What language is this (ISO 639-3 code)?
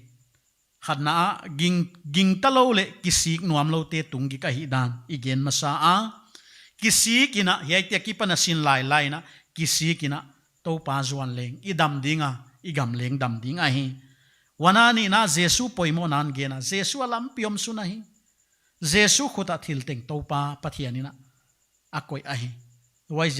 pck